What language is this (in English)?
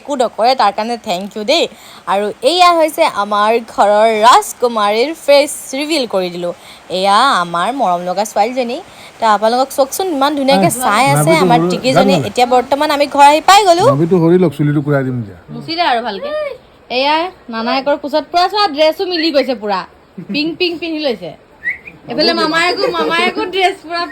Assamese